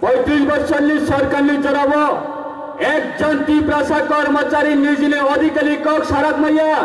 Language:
Kok Borok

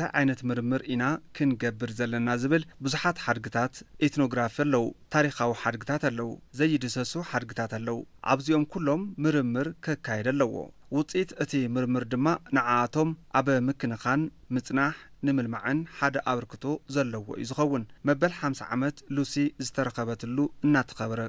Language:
Tigrinya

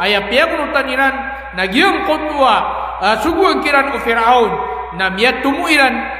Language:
Maranao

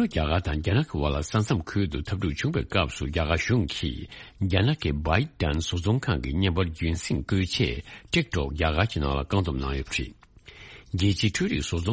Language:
Tibetan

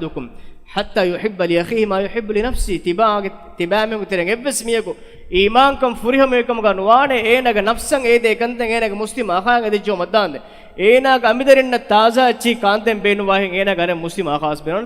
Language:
Divehi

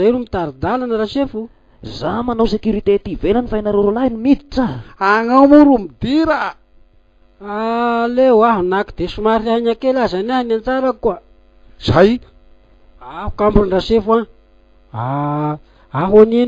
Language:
Malagasy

